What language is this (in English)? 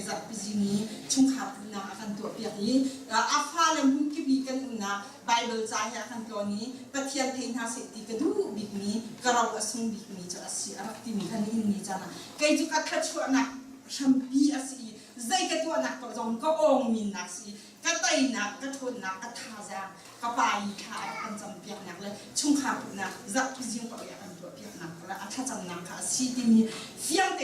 Hakha Chin